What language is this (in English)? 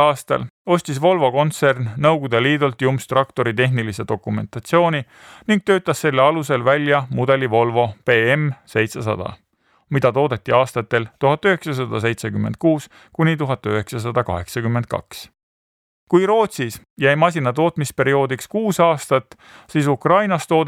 Estonian